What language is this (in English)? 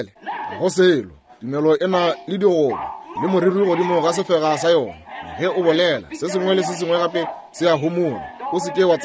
Northern Sotho